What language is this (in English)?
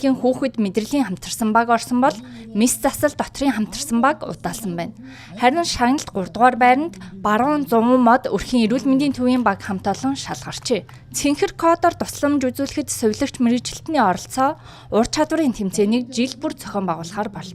Mongolian